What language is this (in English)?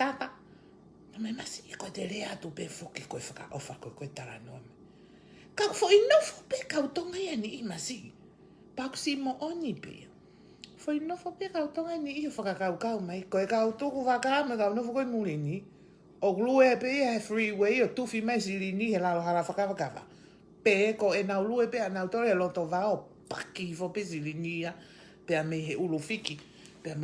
Tongan